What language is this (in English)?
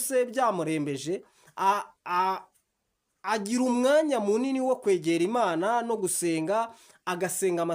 Kinyarwanda